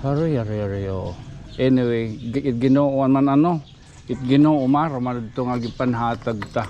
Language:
Waray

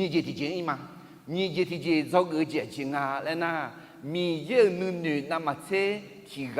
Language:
Akha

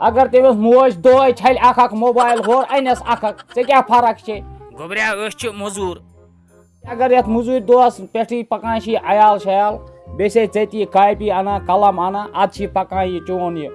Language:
Kashmiri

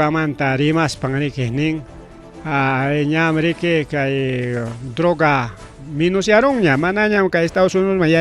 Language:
Ayacucho Quechua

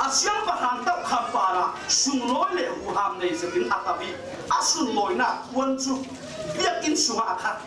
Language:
Falam Chin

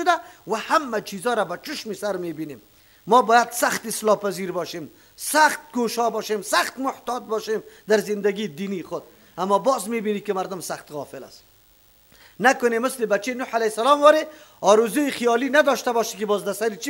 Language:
Persian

